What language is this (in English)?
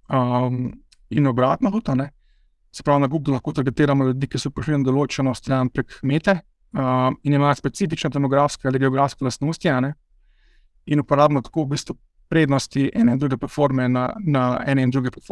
Slovenian